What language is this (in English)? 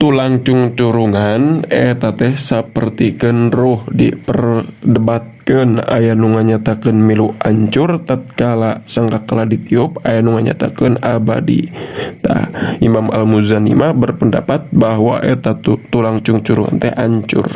Sundanese